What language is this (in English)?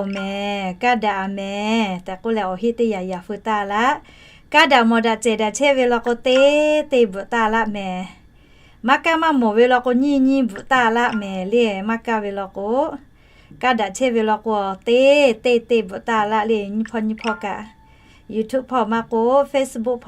Lahu